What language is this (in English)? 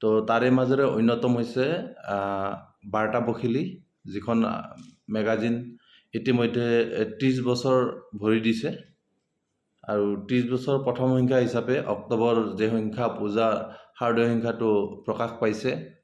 Assamese